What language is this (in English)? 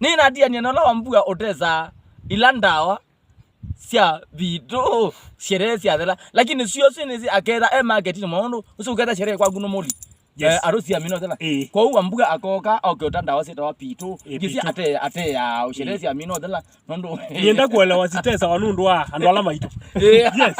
Kamba